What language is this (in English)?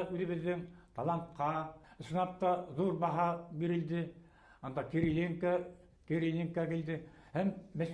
Bashkir